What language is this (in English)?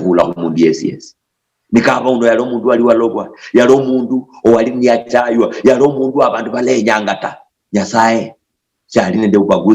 Luyia